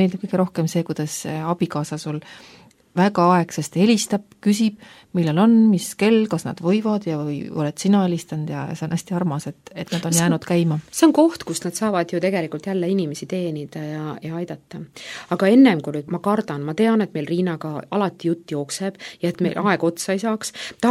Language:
Estonian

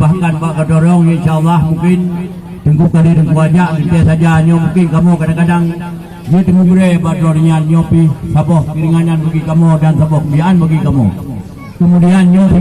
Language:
Achinese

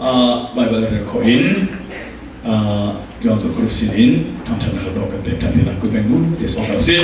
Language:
Hakha Chin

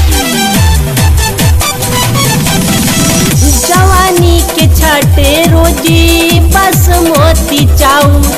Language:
Bhojpuri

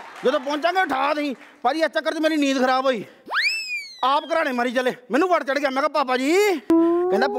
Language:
Punjabi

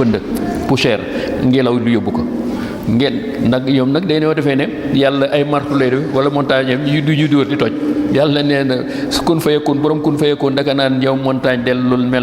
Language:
Wolof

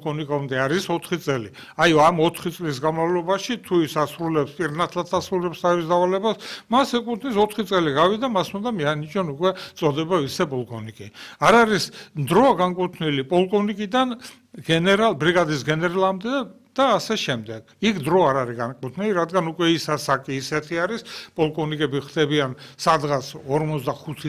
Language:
Georgian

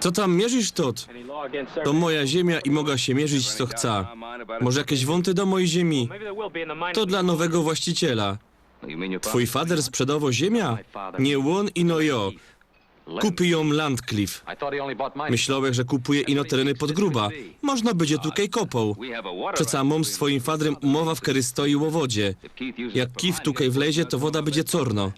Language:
Silesian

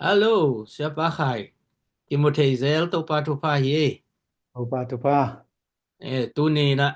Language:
Tedim Chin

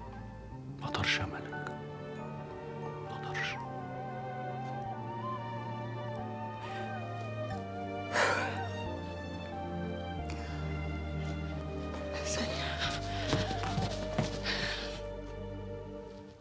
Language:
Egyptian Arabic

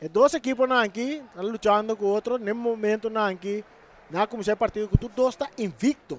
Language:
Papiamento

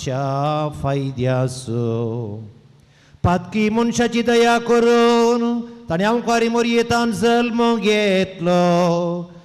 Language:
Konkani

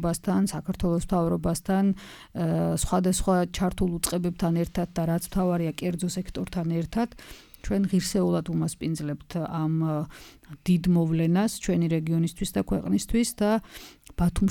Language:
Georgian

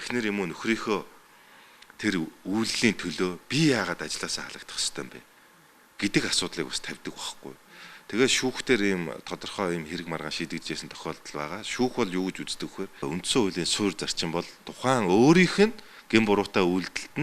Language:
Mongolian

